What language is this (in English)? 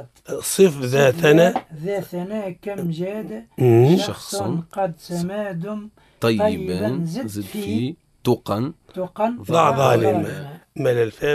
Arabic